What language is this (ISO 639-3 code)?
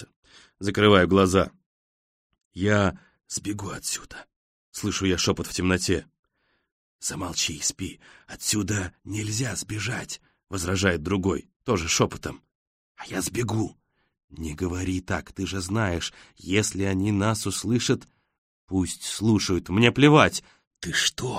rus